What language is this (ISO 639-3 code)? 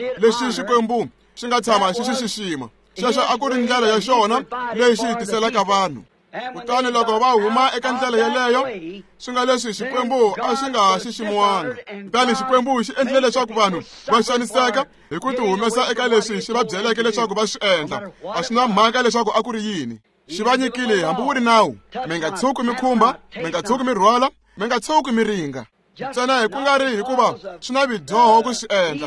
tso